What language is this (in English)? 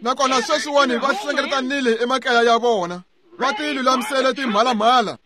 Tsonga